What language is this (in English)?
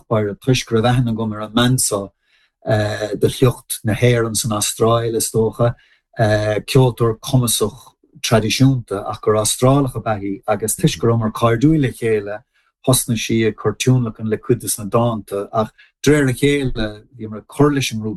Irish